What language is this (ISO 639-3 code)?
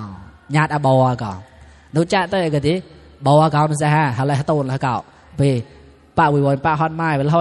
mnw